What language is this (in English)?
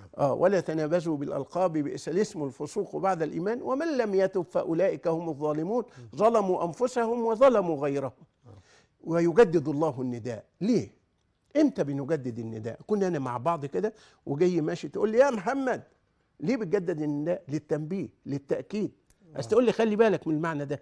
Egyptian Arabic